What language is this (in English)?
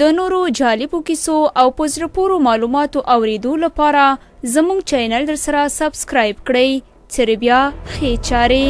Pashto